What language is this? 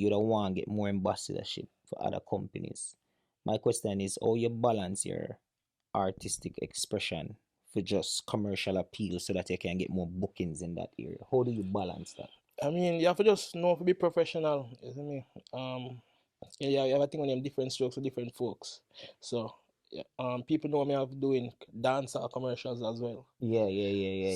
Jamaican Creole English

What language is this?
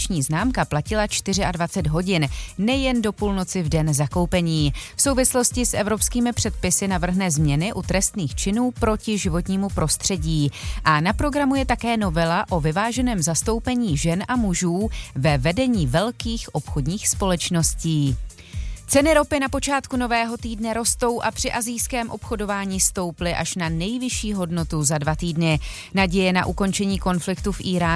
Czech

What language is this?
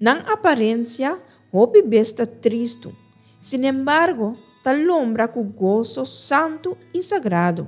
Papiamento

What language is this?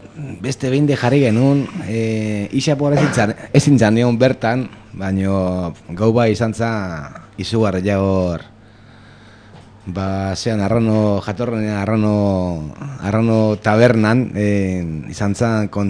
Basque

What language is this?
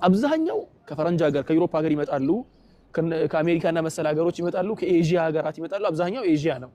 Amharic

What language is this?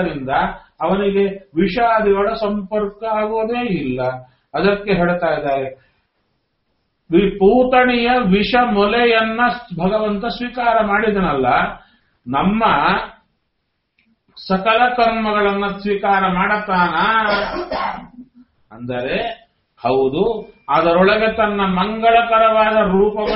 Kannada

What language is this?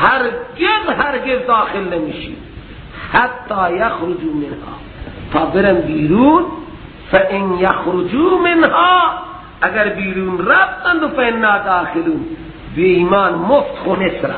Persian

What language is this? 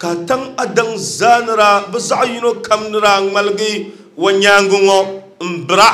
Dagbani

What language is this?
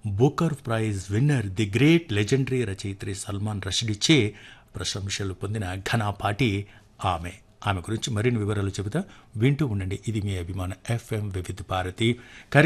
Telugu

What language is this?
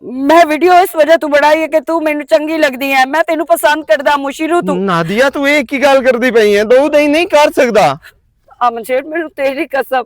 Western Panjabi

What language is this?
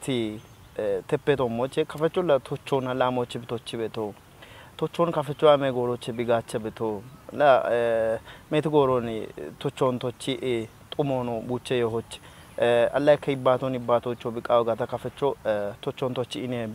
Kafa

